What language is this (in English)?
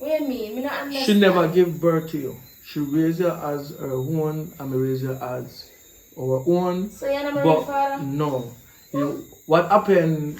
Jamaican Creole English